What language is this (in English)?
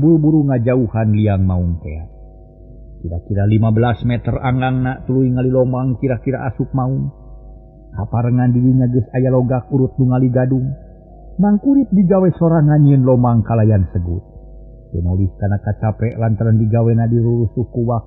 Sundanese